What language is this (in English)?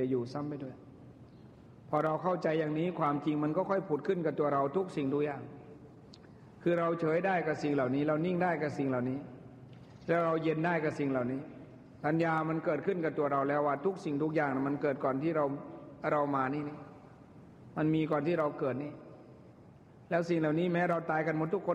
Thai